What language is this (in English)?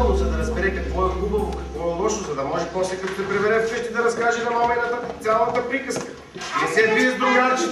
Bulgarian